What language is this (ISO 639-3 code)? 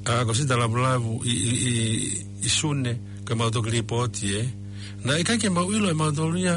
ton